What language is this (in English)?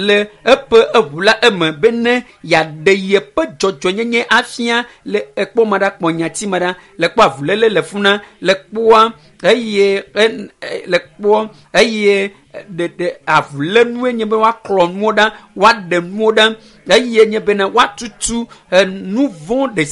Ewe